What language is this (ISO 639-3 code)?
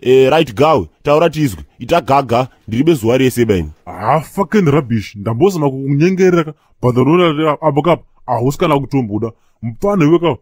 sna